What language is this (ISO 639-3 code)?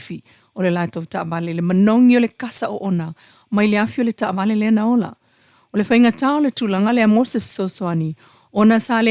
smo